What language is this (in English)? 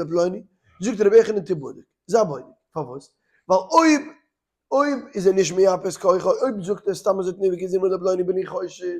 Yiddish